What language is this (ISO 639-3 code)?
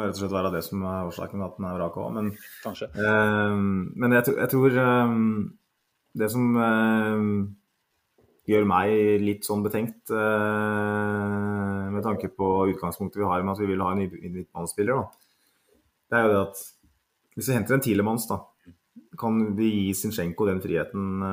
nor